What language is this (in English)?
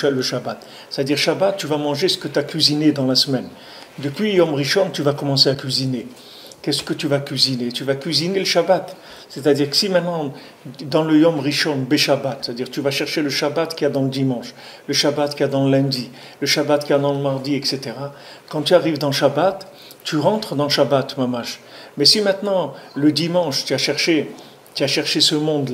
French